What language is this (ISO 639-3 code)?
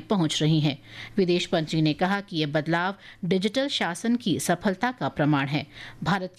hin